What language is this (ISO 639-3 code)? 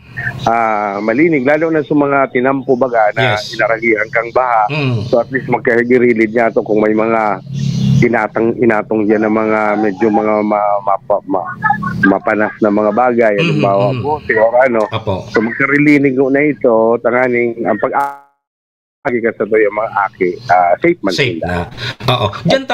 bik